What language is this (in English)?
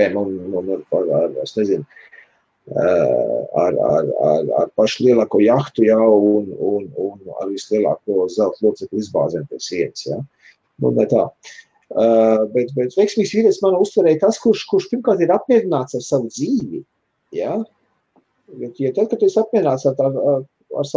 Latvian